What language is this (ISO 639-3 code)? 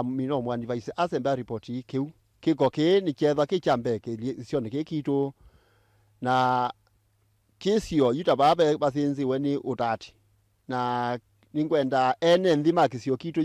kam